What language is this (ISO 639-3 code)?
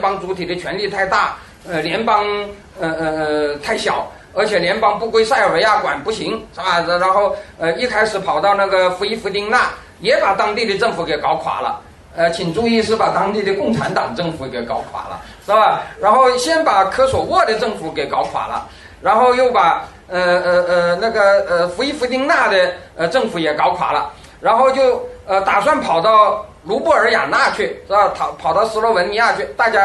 zho